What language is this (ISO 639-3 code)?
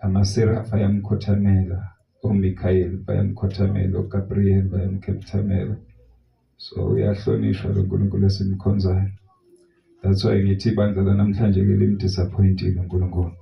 zul